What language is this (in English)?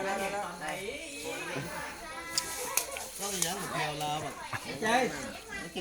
Lao